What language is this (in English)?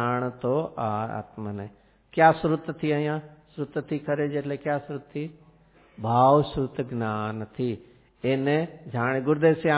Gujarati